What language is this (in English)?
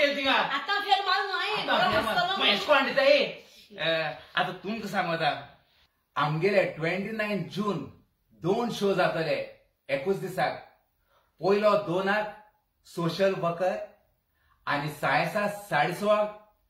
Konkani